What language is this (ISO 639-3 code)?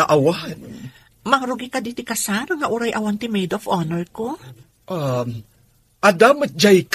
ilo